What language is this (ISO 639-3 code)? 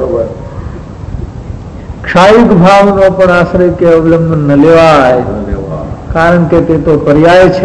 guj